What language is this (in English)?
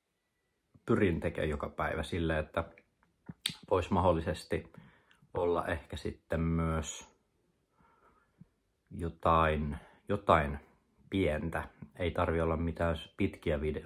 Finnish